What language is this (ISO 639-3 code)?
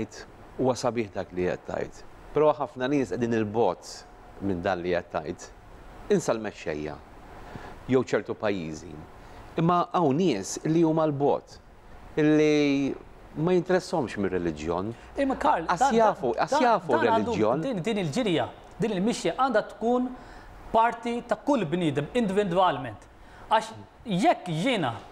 mlt